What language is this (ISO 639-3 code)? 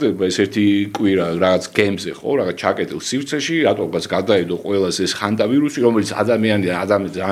kat